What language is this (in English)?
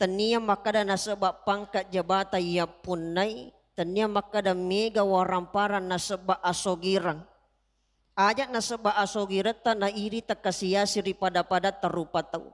Buginese